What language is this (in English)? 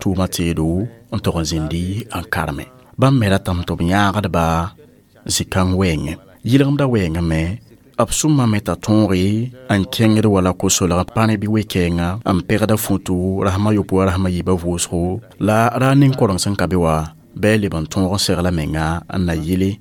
Mossi